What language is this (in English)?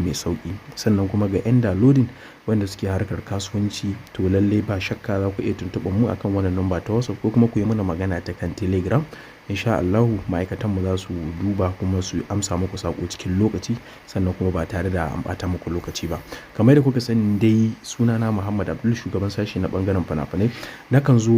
Hausa